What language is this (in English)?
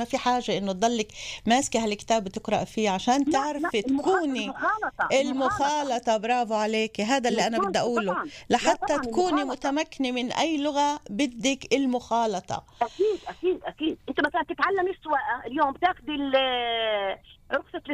North Levantine Arabic